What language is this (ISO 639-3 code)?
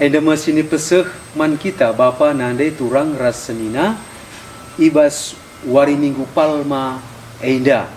btx